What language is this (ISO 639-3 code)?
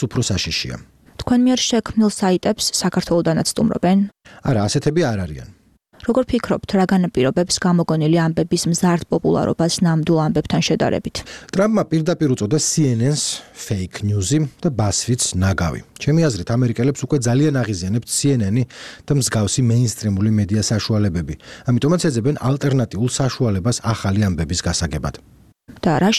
kat